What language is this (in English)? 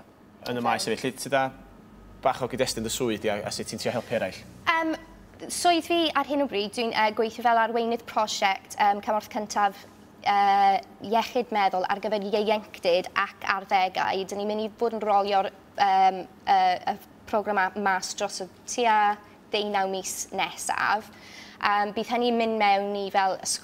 Welsh